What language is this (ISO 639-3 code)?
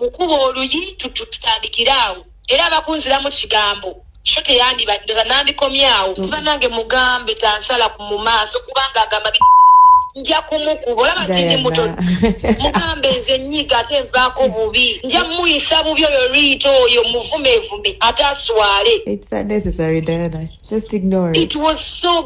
lug